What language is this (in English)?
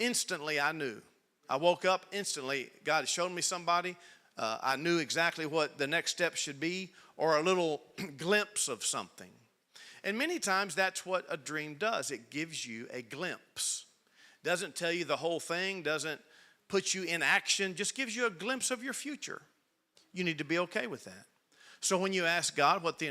English